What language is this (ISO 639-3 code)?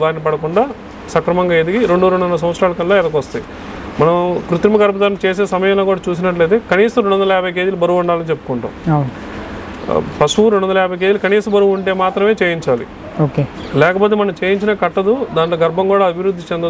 tel